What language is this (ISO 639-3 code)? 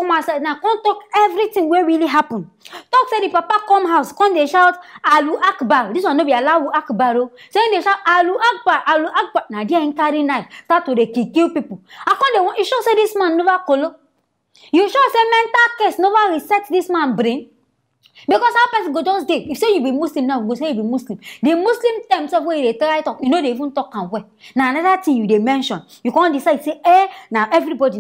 pcm